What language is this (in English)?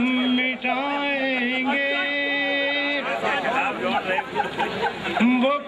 Urdu